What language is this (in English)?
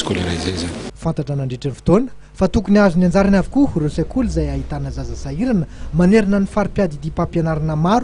Malagasy